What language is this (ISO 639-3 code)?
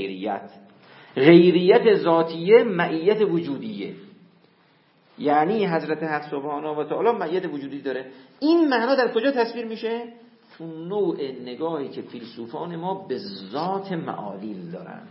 fas